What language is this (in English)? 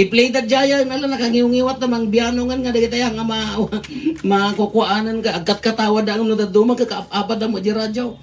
Iloko